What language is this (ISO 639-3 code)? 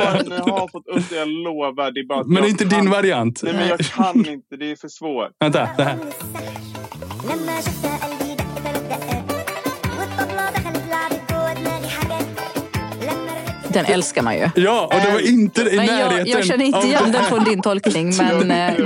swe